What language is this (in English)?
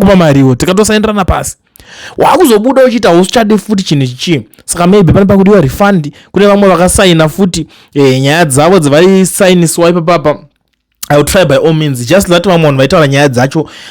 Shona